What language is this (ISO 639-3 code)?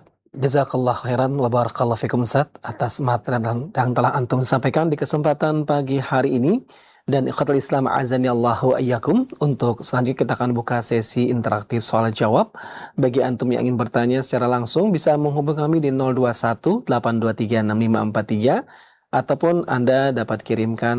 ind